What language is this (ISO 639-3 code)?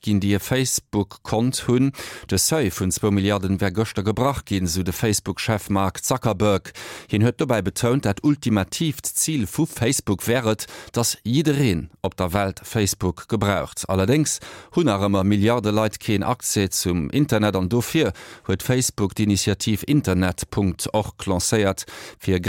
ltz